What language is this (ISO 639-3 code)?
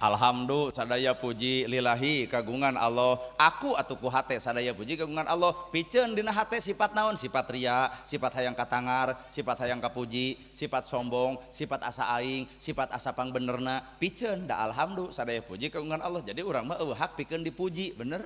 sun